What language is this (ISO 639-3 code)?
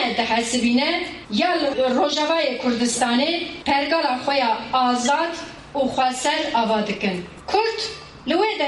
kur